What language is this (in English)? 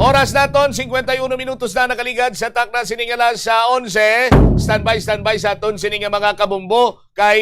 Hiligaynon